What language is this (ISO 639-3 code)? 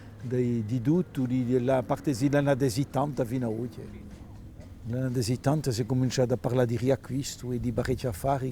cos